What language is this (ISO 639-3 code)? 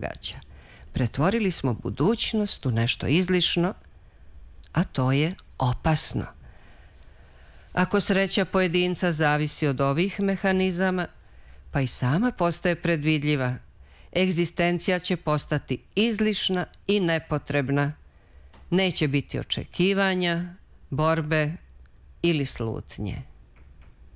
srp